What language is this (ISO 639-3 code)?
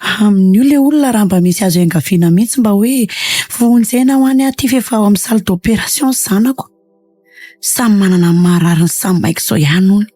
mlg